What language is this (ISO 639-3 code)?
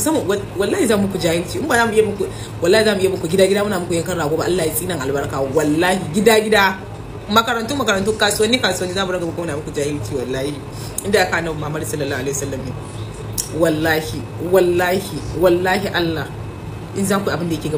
hau